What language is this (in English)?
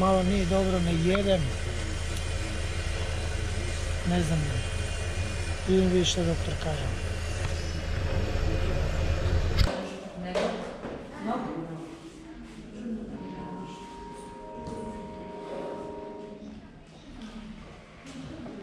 Croatian